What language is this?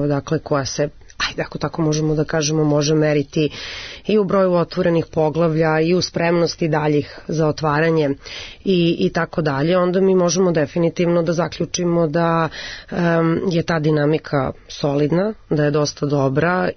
Serbian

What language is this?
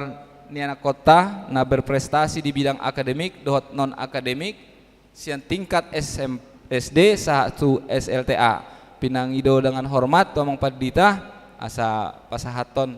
Batak Toba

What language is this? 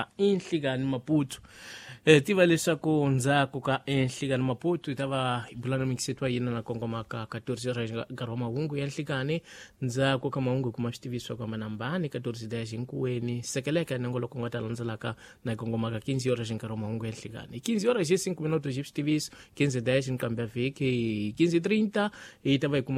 Tsonga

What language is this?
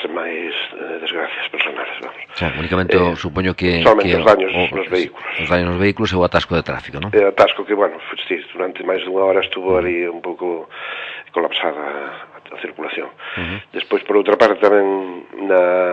Galician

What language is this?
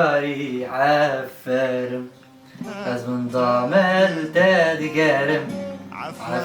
Kurdish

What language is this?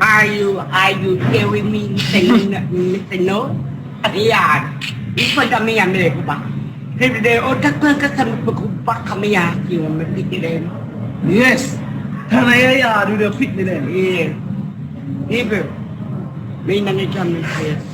Jamaican Creole English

